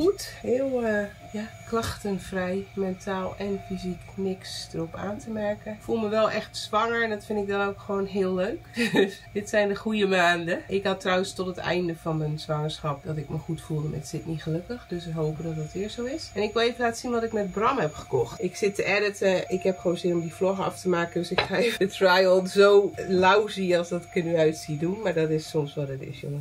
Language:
Dutch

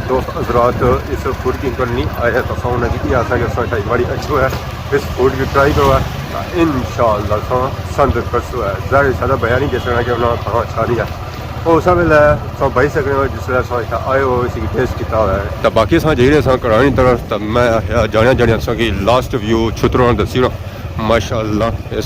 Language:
Pahari-Potwari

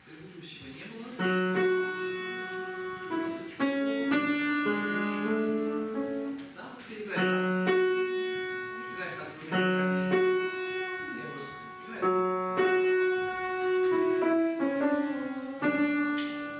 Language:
Russian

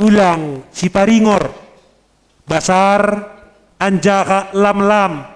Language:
Batak Simalungun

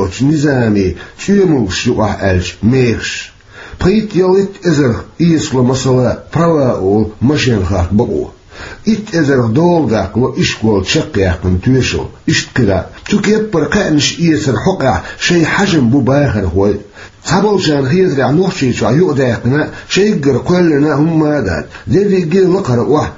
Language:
Chechen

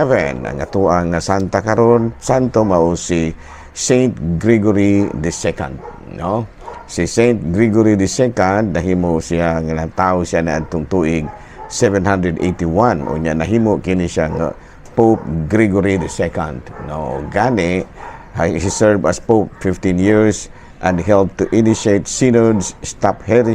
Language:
Cebuano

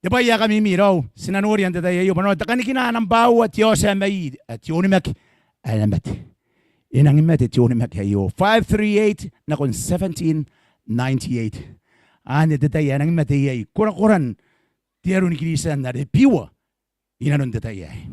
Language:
Gilbertese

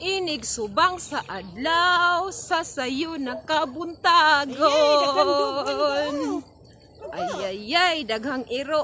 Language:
Cebuano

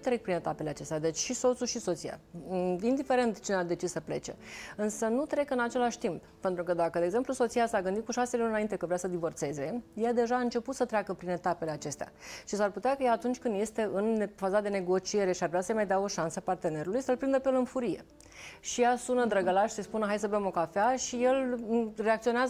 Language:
Romanian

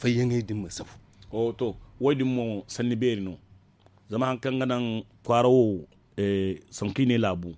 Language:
Zarma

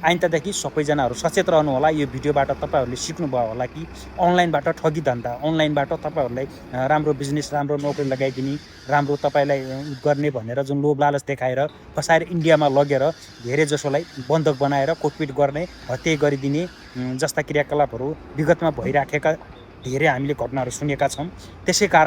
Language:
Nepali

